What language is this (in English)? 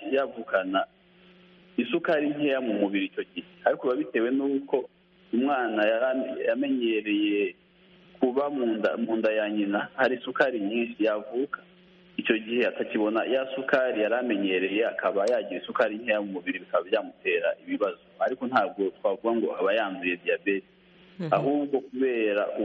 Kinyarwanda